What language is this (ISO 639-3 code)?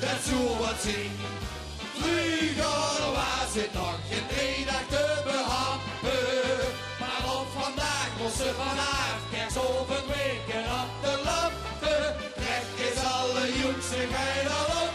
lim